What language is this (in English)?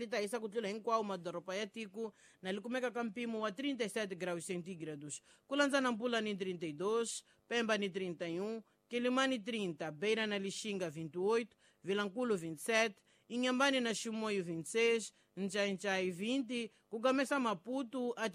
Tsonga